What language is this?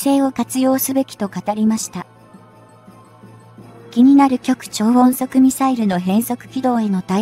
Japanese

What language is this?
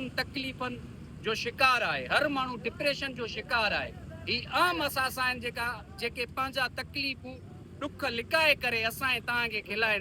Sindhi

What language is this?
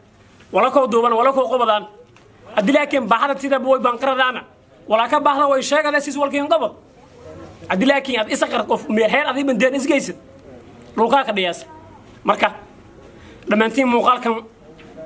Somali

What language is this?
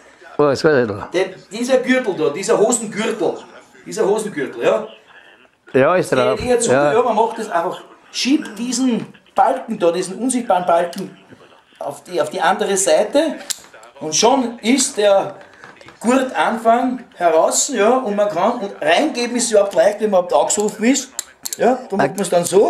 Bavarian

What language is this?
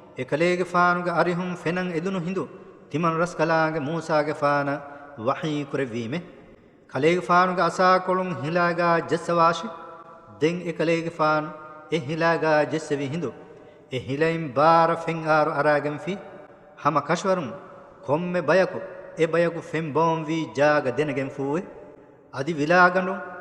Divehi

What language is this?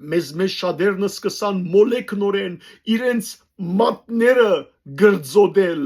Western Armenian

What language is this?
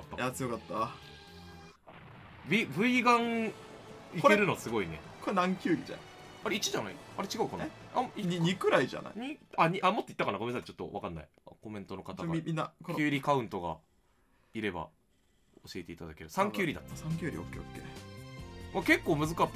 Japanese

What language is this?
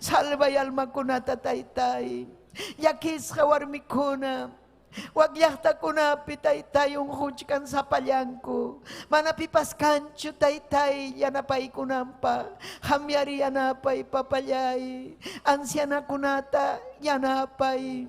Ayacucho Quechua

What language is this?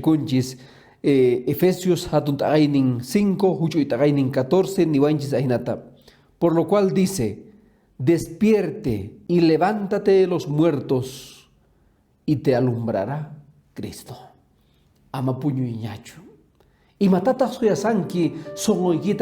Quechua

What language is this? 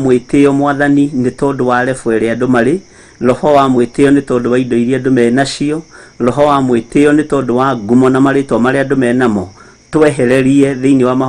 Kikuyu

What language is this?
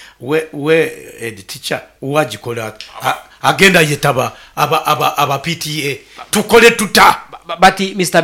Nyoro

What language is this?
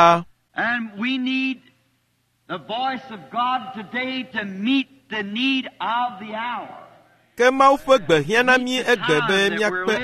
Ewe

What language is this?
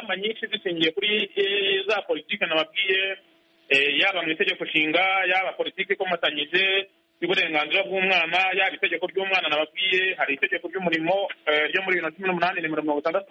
Kinyarwanda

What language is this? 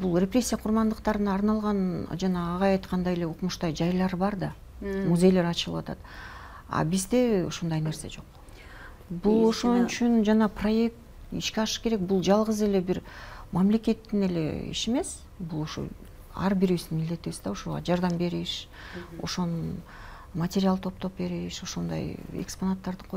Kyrgyz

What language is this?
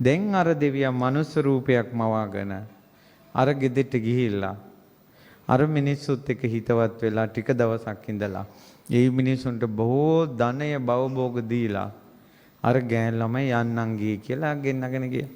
Sinhala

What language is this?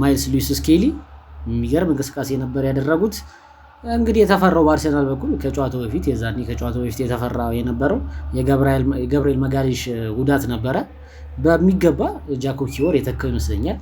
Amharic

